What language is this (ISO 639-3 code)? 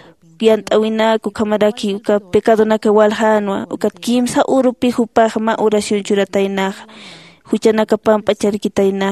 aym